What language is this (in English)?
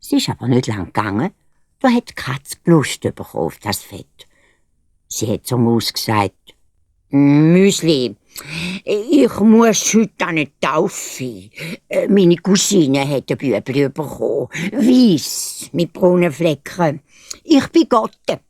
Swiss German